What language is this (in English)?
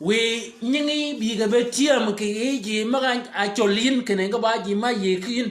Shilluk